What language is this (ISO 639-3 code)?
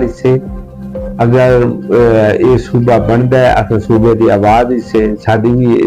skr